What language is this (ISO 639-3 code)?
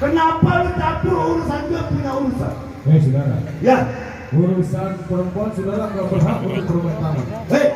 bew